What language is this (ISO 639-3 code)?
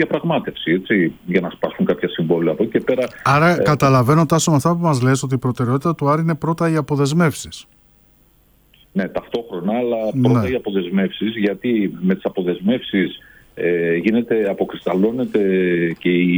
ell